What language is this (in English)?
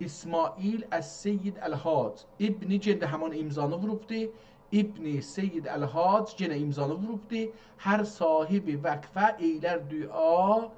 South Azerbaijani